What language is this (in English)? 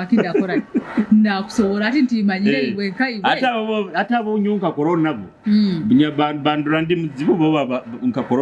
Nyoro